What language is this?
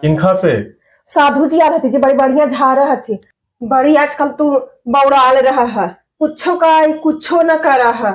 Magahi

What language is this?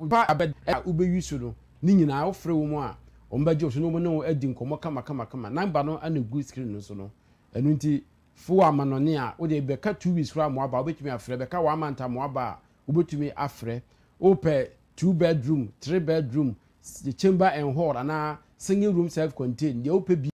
Akan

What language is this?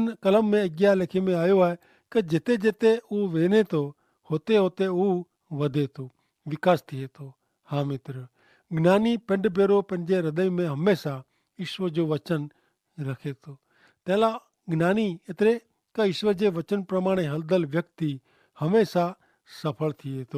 Kachhi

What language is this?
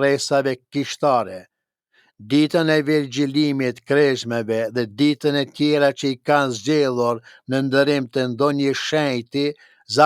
Albanian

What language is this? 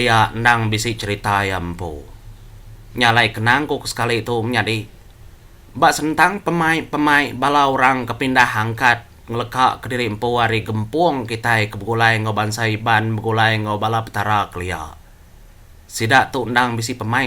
Iban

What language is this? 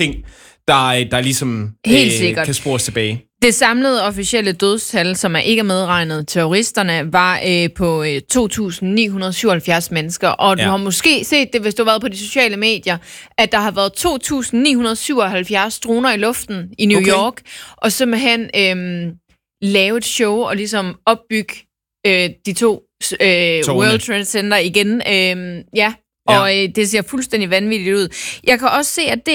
Danish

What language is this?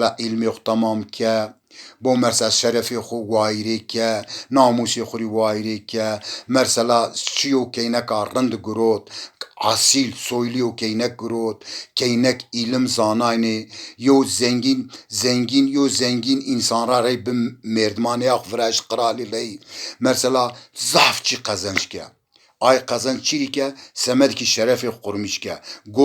Zaza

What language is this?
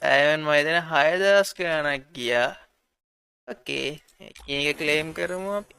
Sinhala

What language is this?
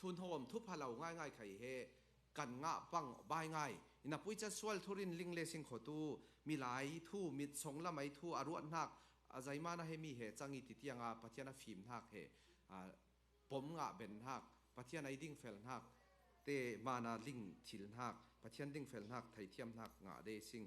Falam Chin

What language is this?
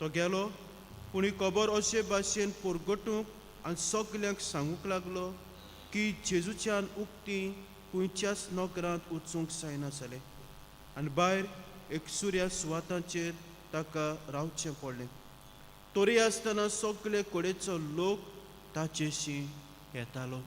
Konkani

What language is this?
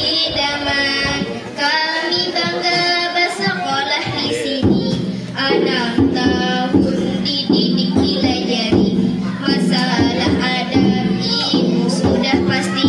Banjar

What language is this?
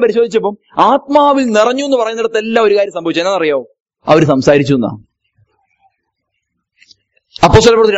Malayalam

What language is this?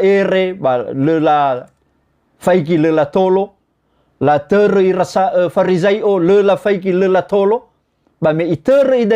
Nias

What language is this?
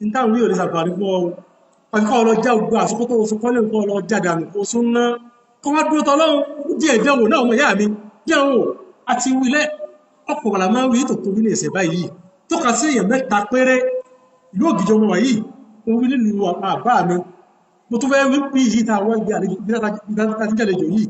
Yoruba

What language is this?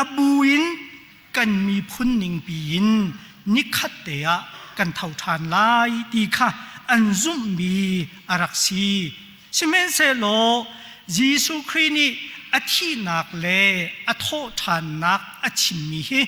Hakha Chin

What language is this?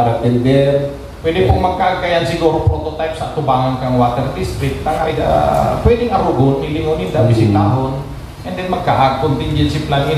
Bikol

